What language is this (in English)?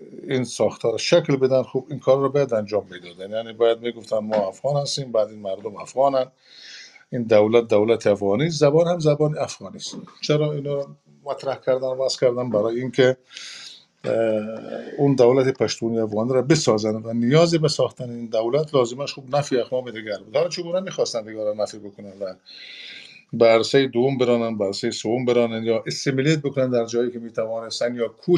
Persian